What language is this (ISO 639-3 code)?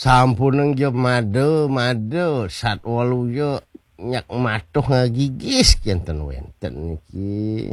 ban